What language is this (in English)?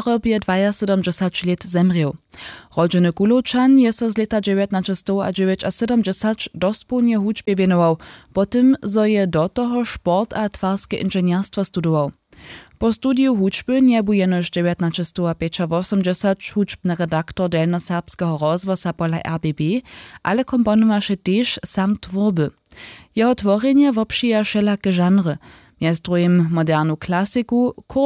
Upper Sorbian